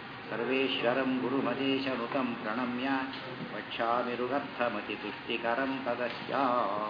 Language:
Kannada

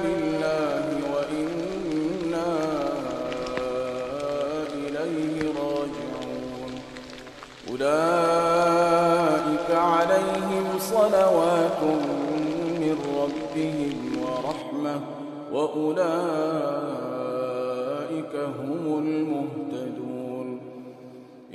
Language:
Arabic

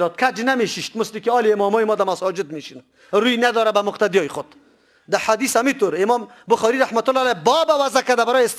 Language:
Persian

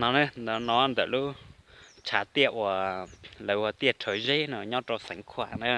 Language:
Hmong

